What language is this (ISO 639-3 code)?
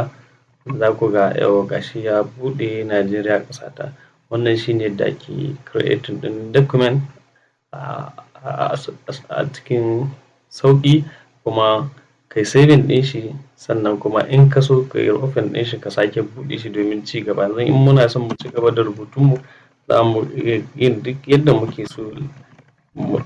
hau